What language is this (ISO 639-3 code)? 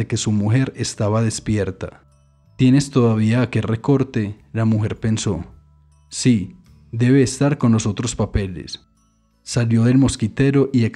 spa